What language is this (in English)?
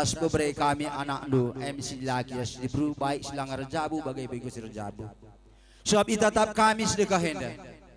Batak Karo